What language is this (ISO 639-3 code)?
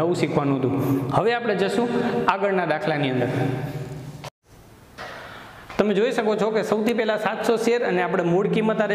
guj